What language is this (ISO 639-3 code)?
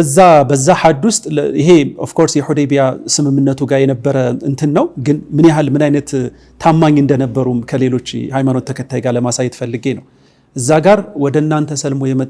amh